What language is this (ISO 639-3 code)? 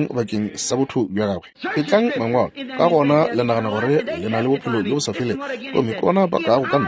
nso